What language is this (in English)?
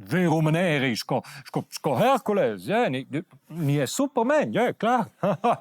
Romansh